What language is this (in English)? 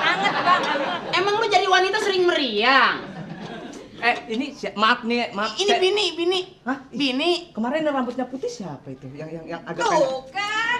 Betawi